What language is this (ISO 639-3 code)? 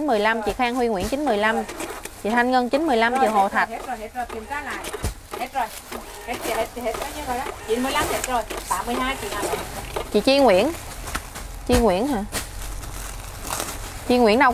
vie